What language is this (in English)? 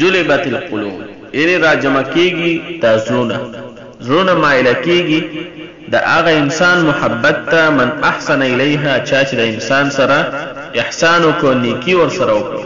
Pashto